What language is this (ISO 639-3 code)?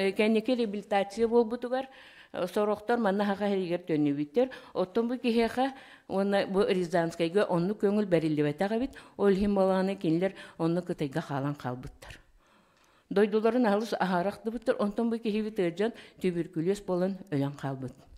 sah